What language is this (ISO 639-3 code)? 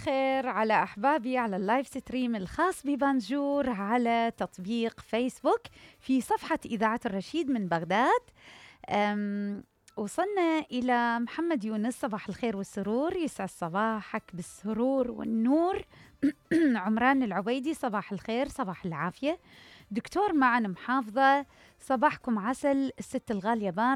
acm